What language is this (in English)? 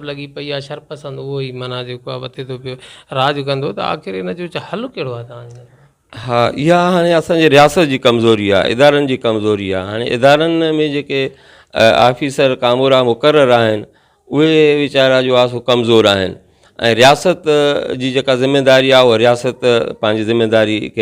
Sindhi